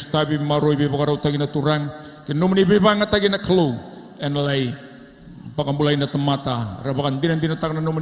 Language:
Fijian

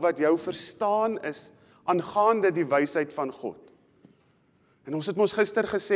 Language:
Afrikaans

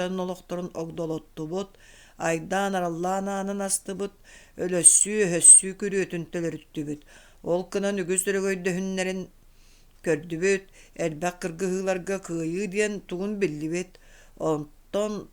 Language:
Yakut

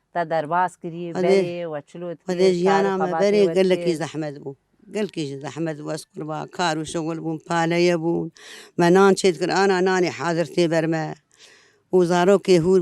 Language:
Kurdish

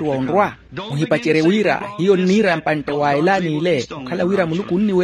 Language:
Makhuwa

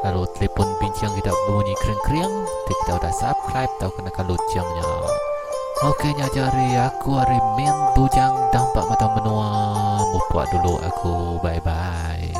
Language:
Iban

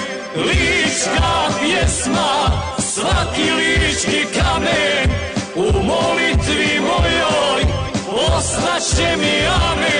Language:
Croatian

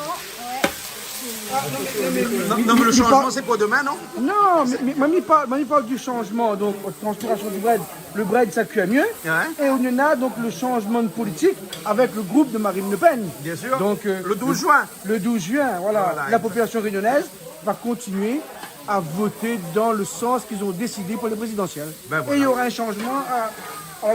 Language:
Réunion Creole French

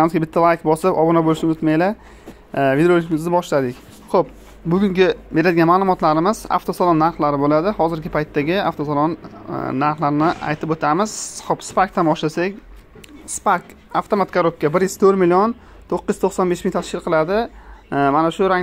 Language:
Uzbek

